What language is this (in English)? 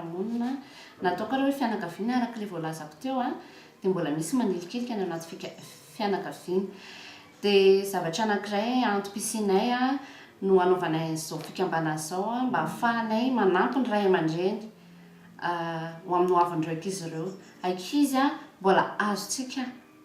Malagasy